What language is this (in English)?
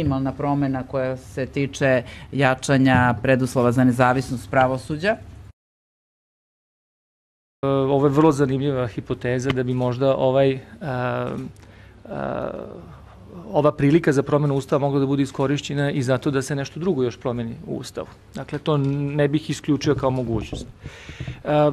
Serbian